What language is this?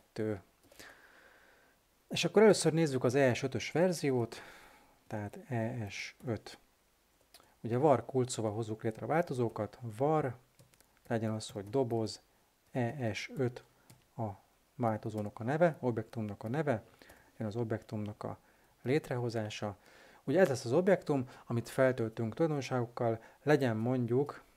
Hungarian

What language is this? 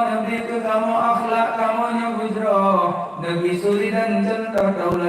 Achinese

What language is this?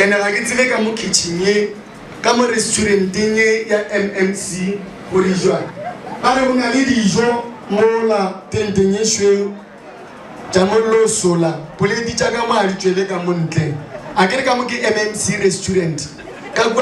Northern Sotho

